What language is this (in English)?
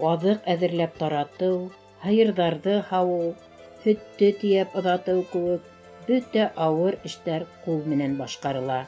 Bashkir